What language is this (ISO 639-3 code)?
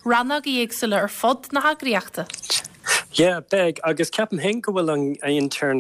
gle